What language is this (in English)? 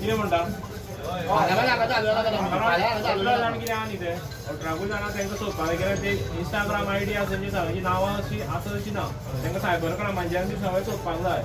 Konkani